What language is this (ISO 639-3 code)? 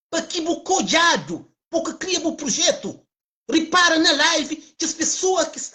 kea